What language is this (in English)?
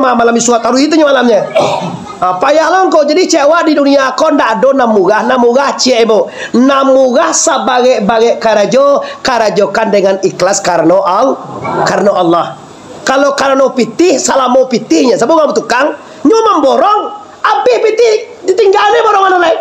Minangkabau